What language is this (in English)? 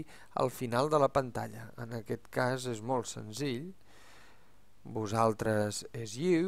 Catalan